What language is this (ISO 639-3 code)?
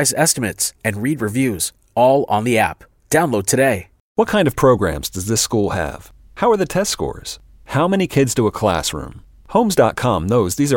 eng